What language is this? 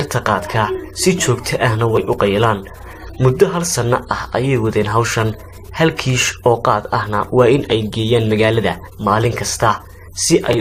Somali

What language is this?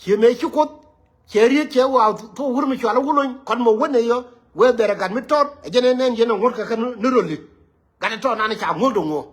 Nuer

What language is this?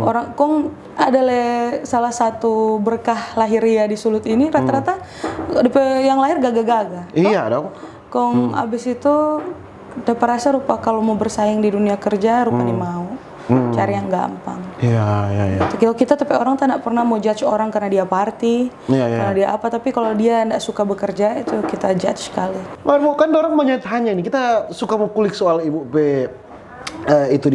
Manado Malay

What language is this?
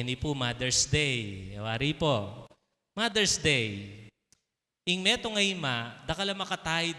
Pampanga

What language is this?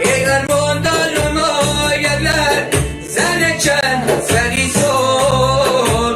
Tajik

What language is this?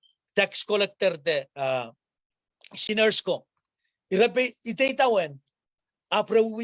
Pohnpeian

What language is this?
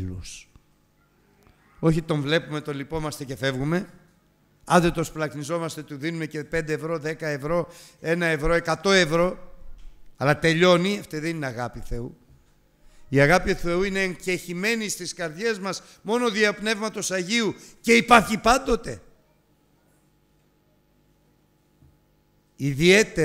Greek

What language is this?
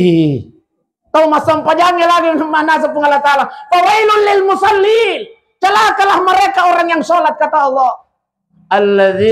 Buginese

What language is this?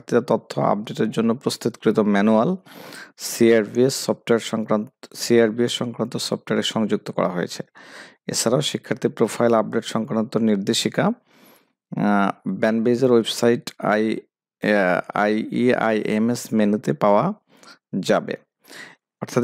Bangla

